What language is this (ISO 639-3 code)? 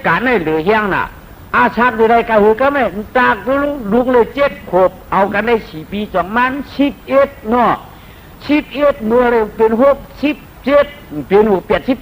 shn